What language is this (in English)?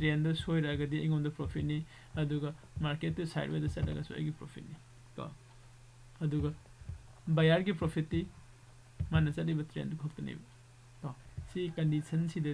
Manipuri